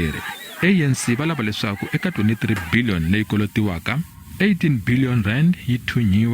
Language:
Tsonga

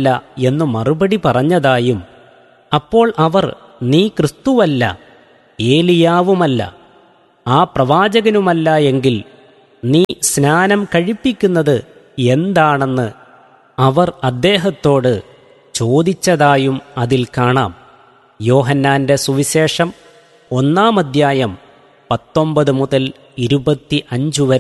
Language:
Malayalam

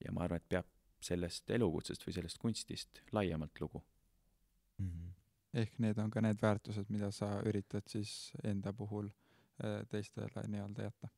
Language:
Estonian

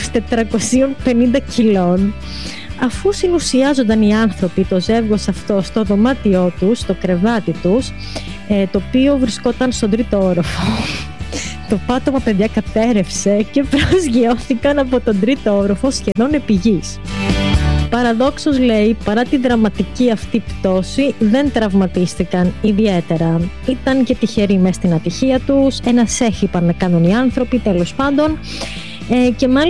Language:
Greek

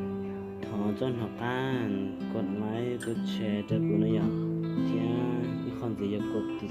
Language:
Hmong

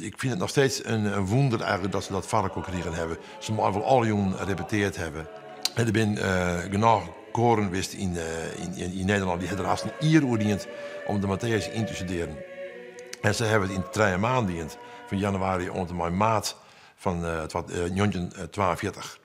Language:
Western Frisian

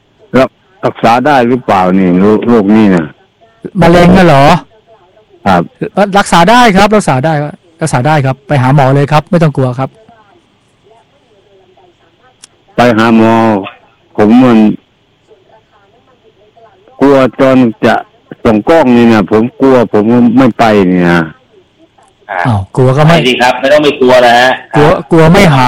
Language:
Thai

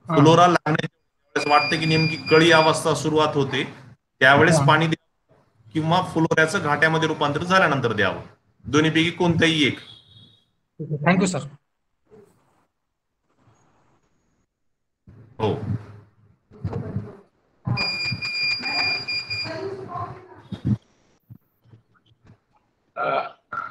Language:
Marathi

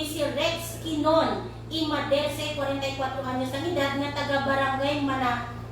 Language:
Hiligaynon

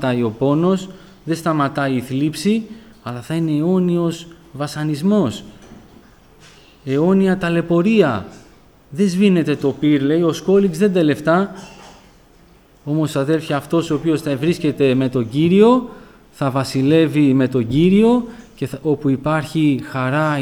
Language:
Greek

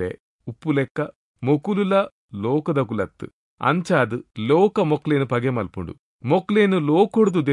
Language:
Tulu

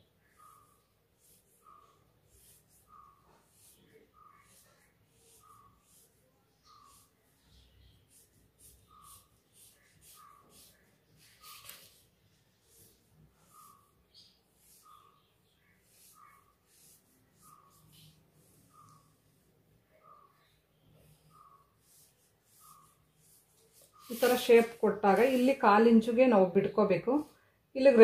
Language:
Kannada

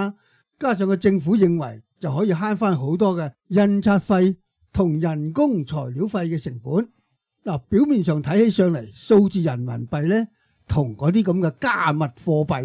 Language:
Cantonese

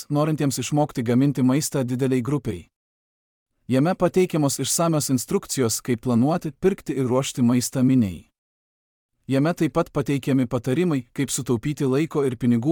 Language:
Lithuanian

